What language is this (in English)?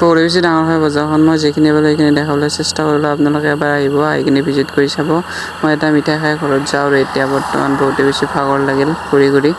Assamese